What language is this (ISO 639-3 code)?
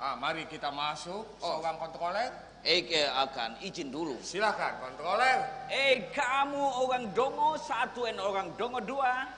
bjn